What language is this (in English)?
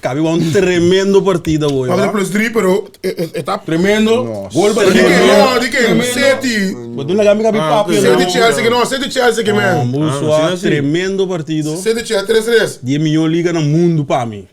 Papiamento